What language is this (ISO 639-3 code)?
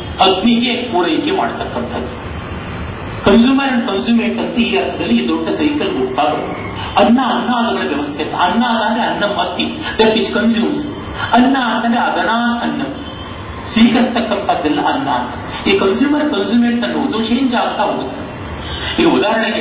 kan